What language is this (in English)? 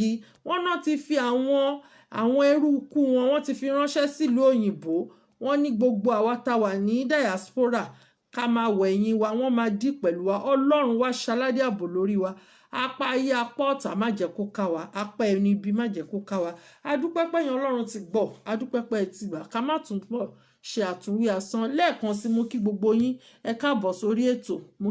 Yoruba